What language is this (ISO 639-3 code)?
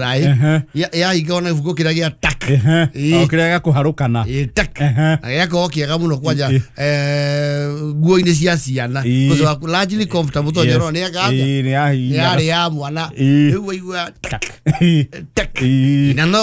kik